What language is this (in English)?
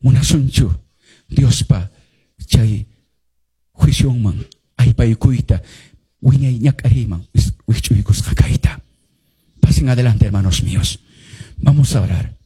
Quechua